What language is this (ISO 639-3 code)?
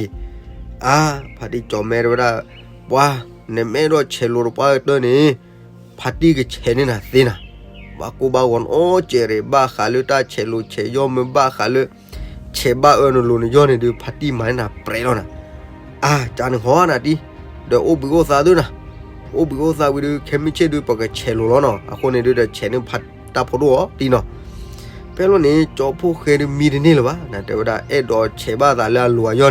ksw